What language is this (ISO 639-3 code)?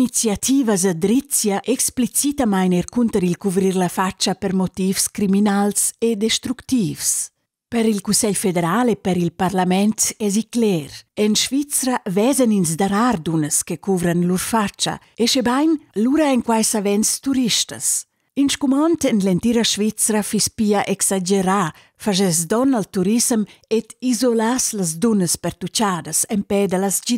roh